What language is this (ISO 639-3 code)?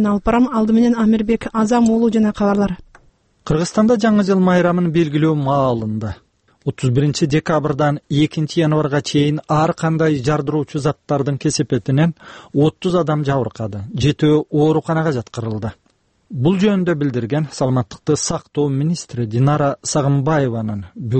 kir